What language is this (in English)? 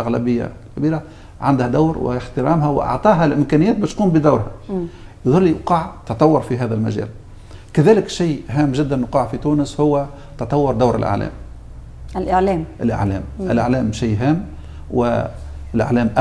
Egyptian Arabic